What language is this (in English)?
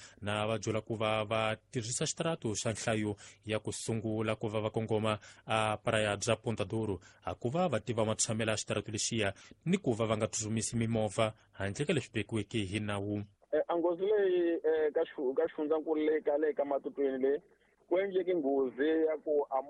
Tsonga